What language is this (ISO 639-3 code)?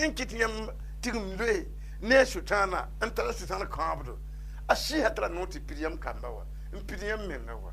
mos